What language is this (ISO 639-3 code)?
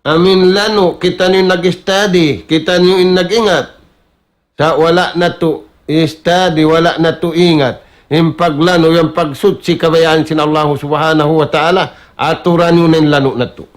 tsg